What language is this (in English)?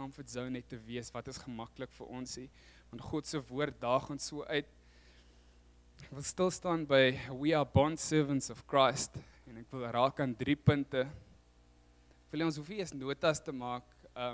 Afrikaans